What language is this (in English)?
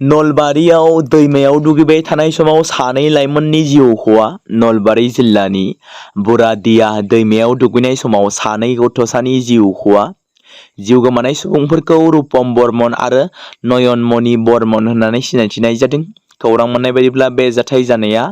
Bodo